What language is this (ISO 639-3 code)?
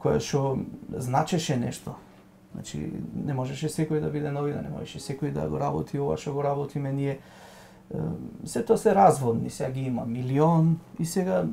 mkd